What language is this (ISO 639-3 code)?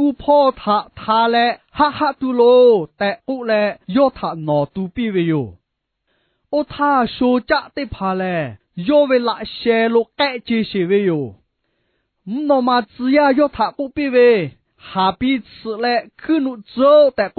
lhu